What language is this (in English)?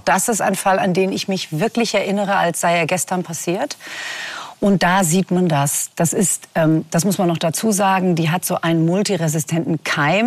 German